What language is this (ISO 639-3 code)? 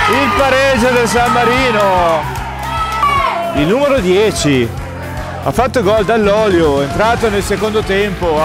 ita